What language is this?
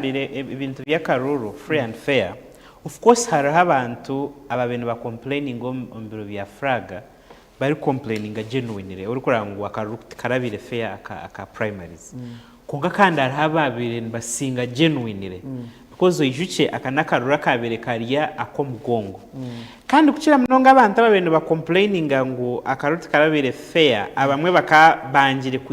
Nyankole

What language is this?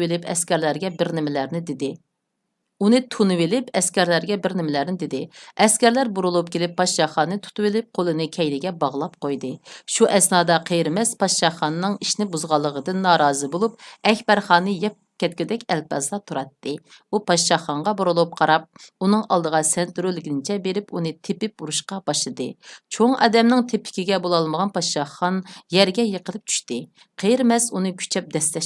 Uyghur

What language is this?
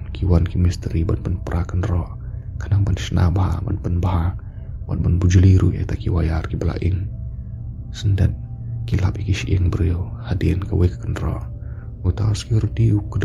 Khasi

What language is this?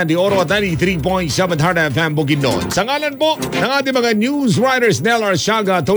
Filipino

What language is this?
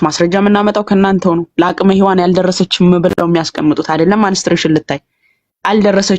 Amharic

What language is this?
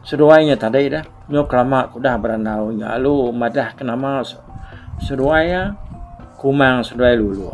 Iban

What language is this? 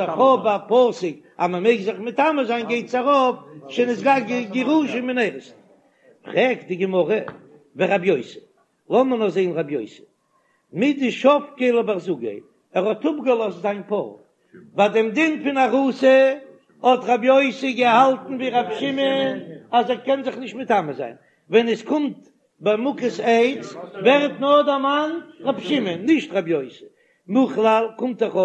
Yiddish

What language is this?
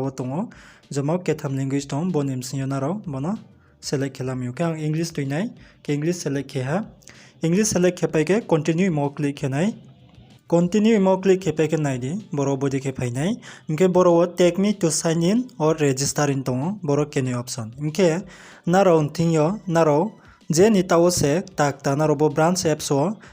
Riang (India)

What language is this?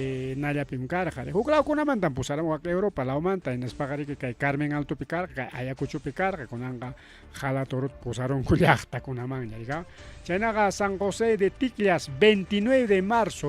Ayacucho Quechua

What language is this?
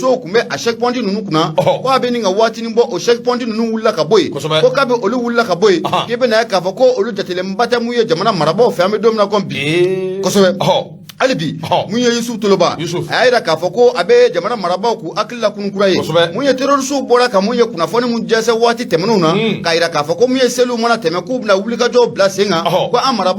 Bambara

